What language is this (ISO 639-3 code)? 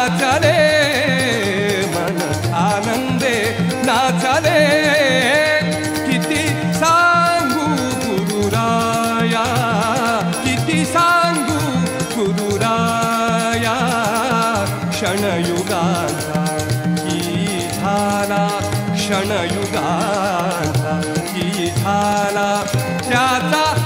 mar